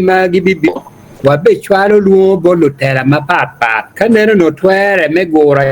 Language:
Acoli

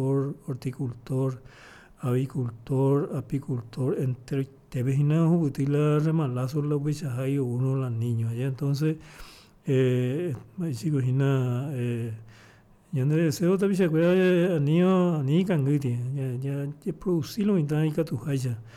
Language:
Guarani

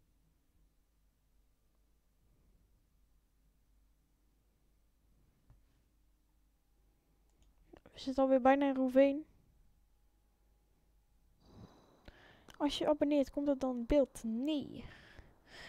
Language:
Dutch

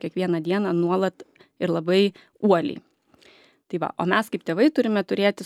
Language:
Lithuanian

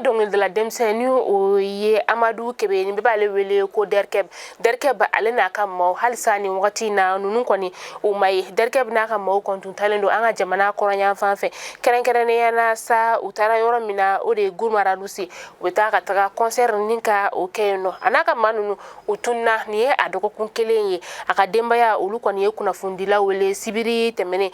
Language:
Bambara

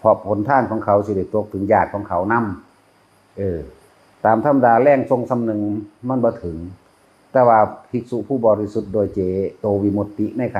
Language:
Northeastern Thai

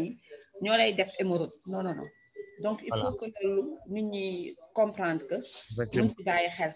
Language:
Wolof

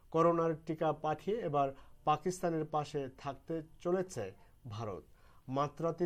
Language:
Bangla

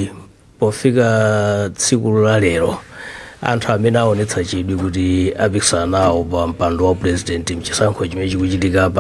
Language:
Nyanja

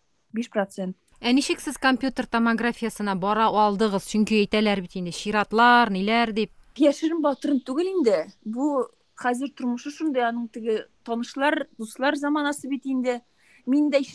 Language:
Tatar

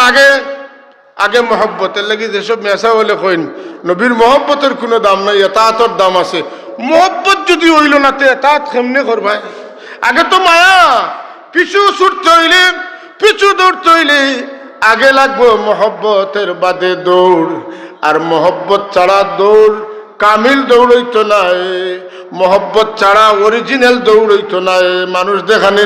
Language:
Sylheti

